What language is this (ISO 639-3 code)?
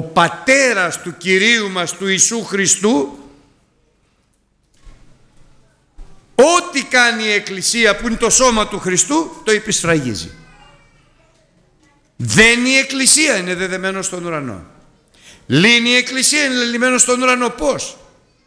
ell